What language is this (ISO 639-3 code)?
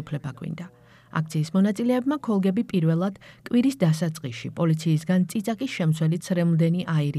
kat